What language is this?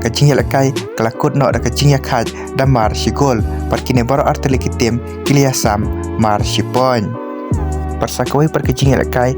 Khasi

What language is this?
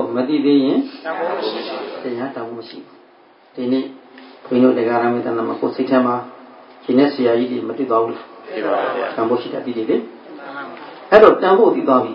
Burmese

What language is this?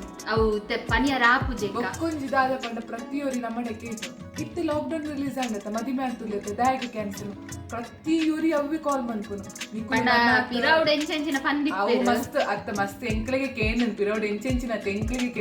Tulu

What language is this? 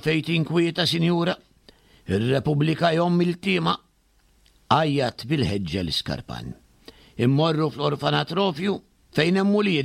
Maltese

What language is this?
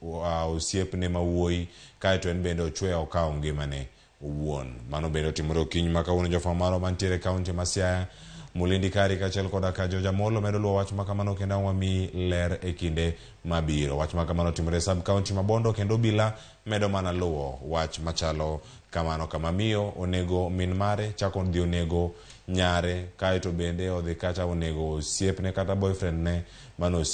Luo (Kenya and Tanzania)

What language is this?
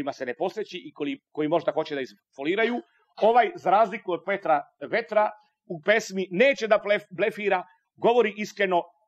Serbian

